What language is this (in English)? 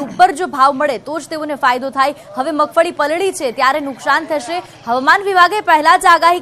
Gujarati